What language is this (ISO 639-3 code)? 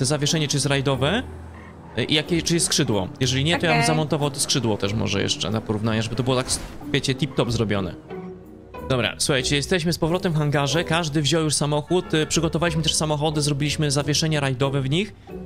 pol